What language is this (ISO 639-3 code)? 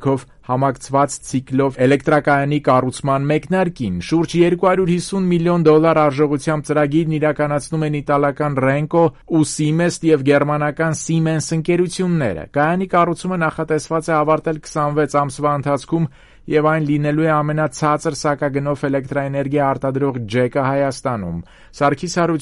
hye